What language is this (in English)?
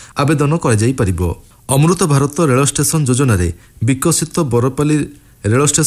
Odia